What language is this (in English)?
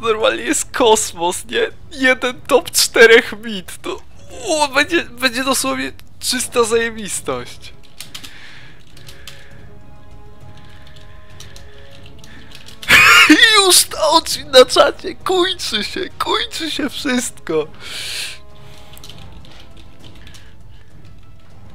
Polish